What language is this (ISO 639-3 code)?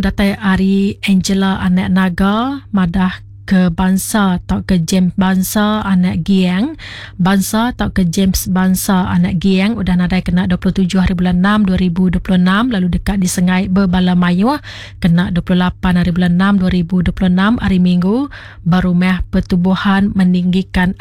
iba